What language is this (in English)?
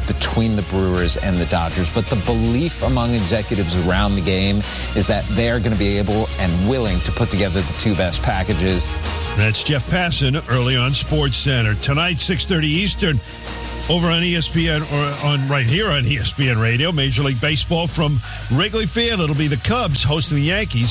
English